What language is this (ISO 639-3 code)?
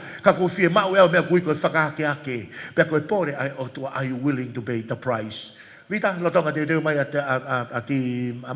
ton